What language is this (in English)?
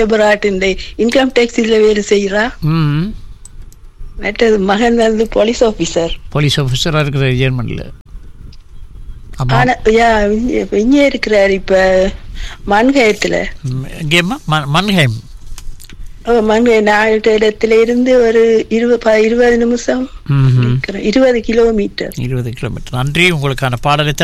Tamil